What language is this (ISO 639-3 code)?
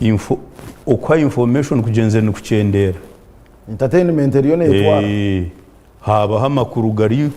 nyn